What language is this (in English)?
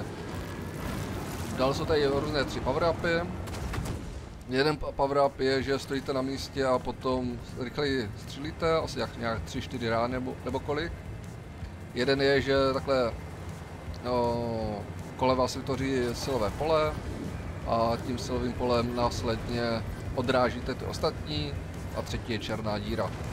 Czech